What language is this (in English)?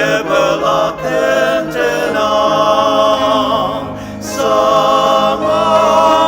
Ao Naga